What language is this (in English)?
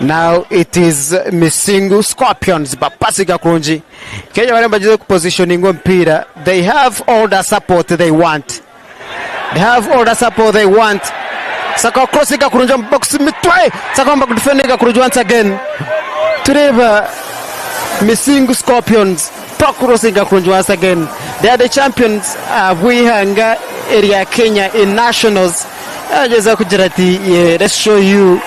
Nyankole